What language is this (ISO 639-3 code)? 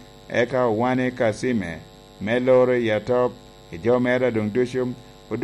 laj